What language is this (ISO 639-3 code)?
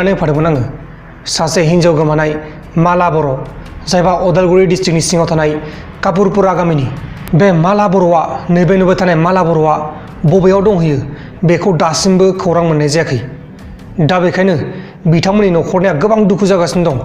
brx